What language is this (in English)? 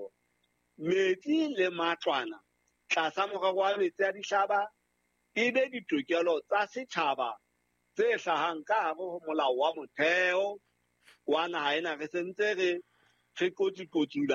Southern Sotho